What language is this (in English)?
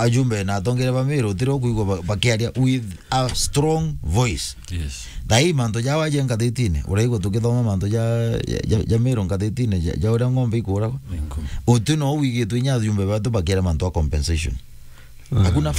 Meru